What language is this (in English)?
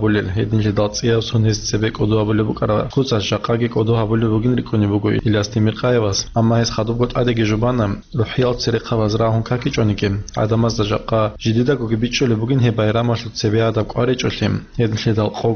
Avaric